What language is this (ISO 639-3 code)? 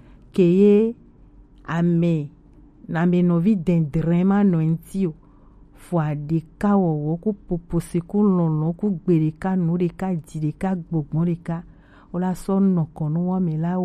gej